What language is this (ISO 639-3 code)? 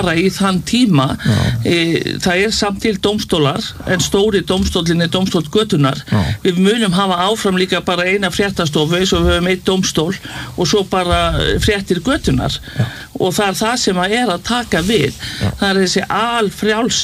isl